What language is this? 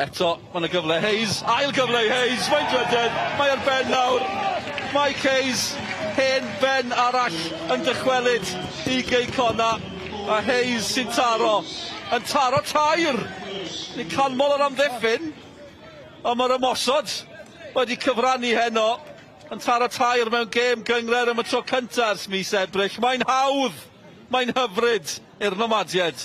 Welsh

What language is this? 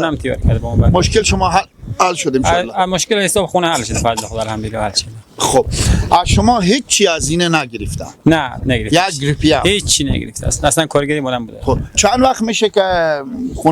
Persian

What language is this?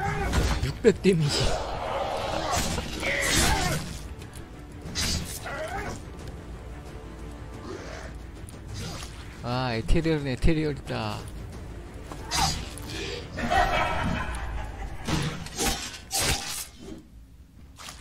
Korean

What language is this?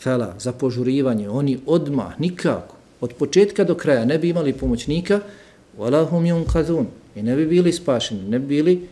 Bosnian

